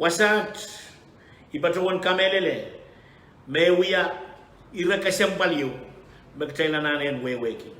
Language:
Pohnpeian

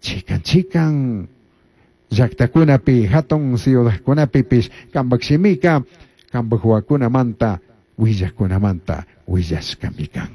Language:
Chimborazo Highland Quichua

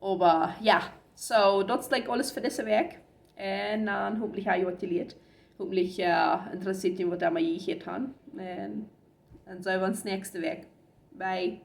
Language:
Plautdietsch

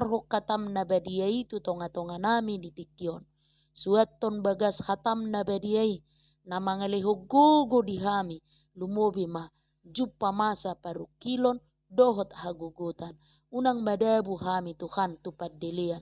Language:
Batak Toba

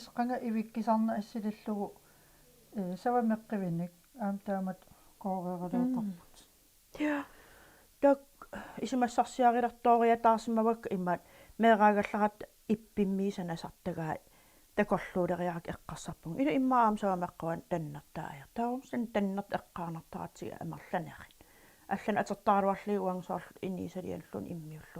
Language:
Kalaallisut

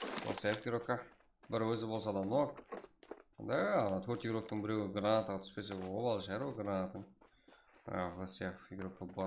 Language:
Kara-Kalpak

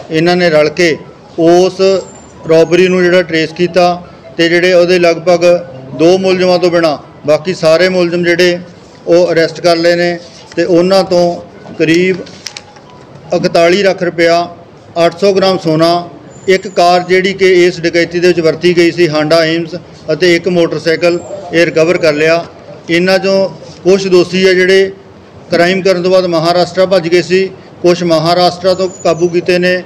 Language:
Punjabi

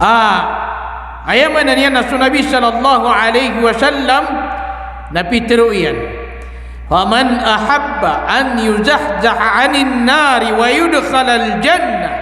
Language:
Maranao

